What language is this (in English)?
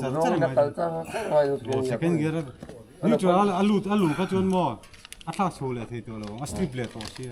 Mizo